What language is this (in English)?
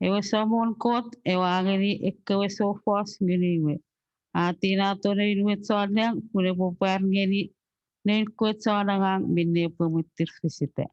Chuukese